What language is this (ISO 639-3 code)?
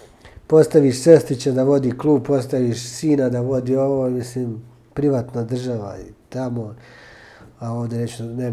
bos